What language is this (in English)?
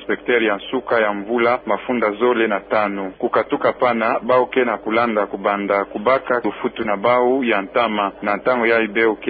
Kituba (Democratic Republic of Congo)